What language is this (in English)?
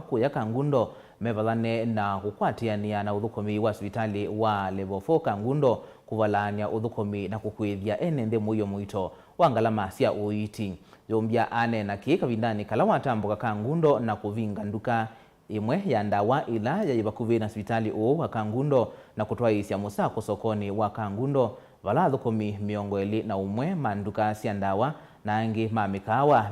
Kamba